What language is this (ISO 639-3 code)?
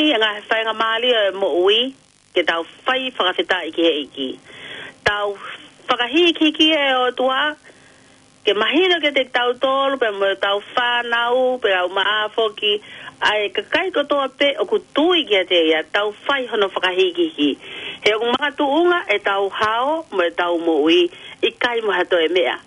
ton